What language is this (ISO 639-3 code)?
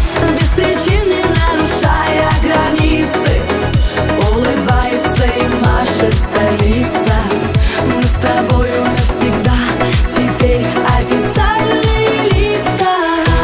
rus